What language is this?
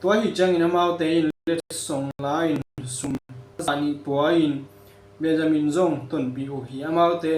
Tedim Chin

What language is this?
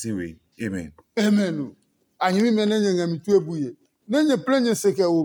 Adangme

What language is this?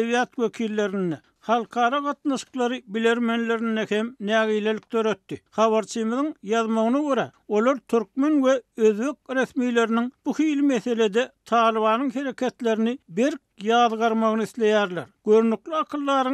Turkmen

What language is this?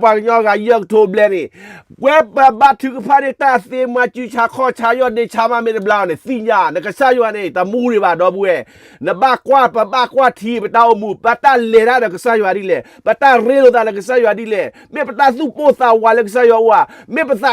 S'gaw Karen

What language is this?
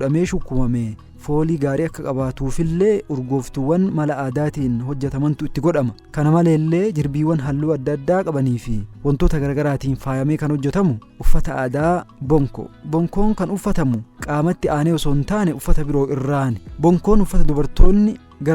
Oromo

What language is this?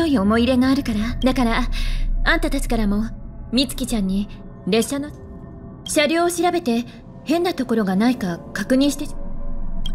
Japanese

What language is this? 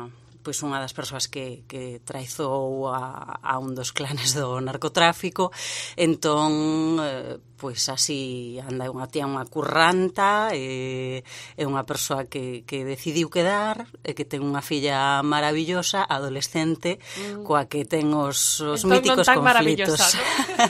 Galician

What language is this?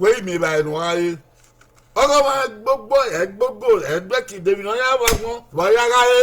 Bini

